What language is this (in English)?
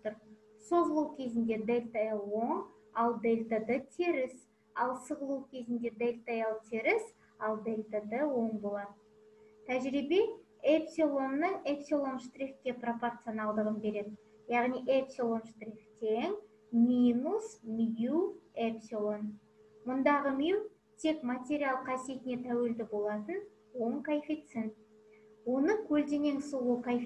Kazakh